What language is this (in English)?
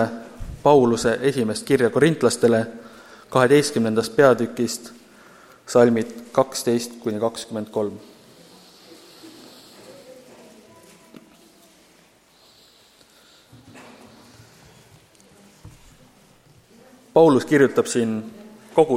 Estonian